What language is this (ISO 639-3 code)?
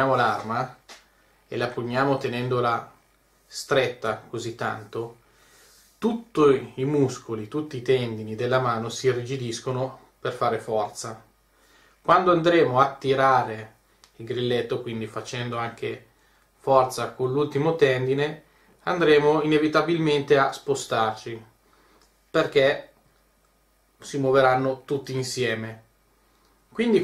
ita